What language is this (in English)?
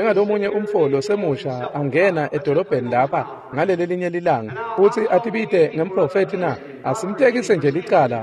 Swati